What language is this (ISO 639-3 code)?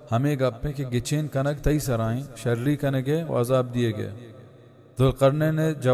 bal